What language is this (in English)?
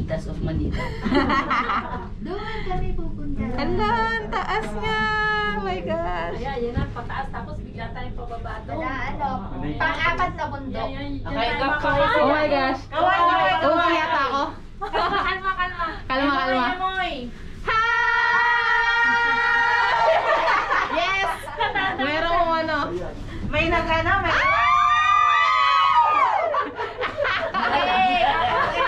Filipino